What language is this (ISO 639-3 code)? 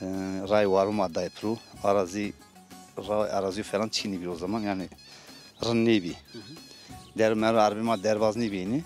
zza